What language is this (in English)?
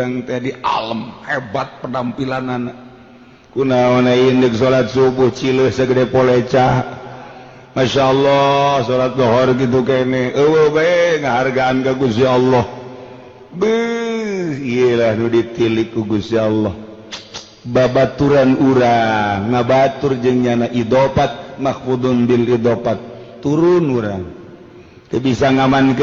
Sundanese